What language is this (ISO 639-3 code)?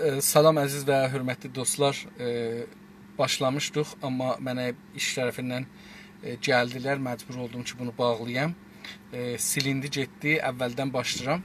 azb